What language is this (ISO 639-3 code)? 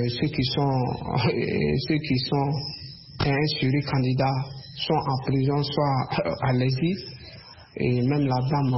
fra